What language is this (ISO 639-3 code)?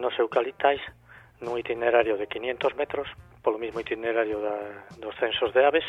glg